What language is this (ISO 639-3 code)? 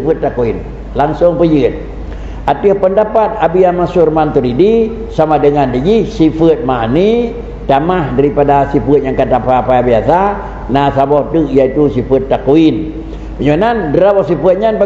ace